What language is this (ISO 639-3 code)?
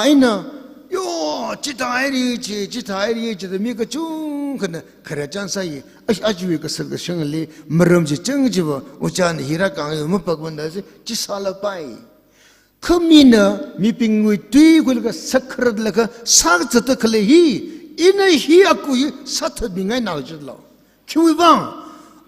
nmf